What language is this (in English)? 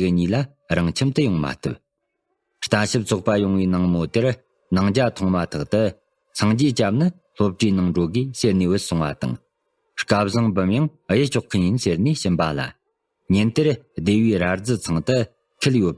Tibetan